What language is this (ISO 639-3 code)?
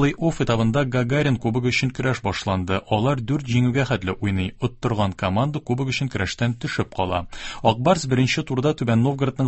tat